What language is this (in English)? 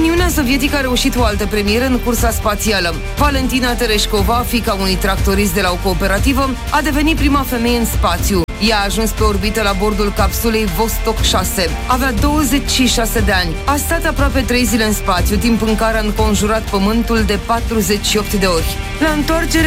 Romanian